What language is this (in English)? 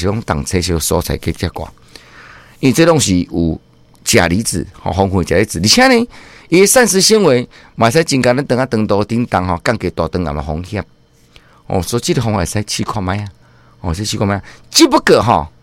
Min Nan Chinese